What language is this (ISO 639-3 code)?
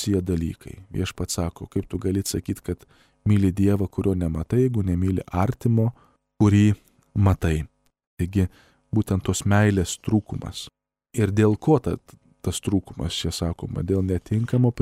lit